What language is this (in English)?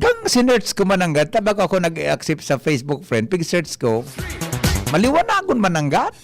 Bikol